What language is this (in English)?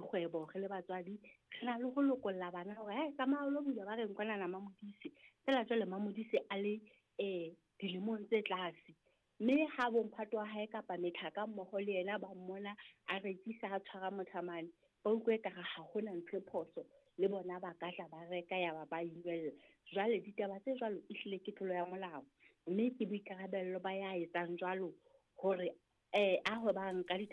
Southern Sotho